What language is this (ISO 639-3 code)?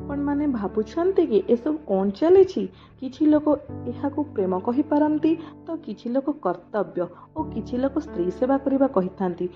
ori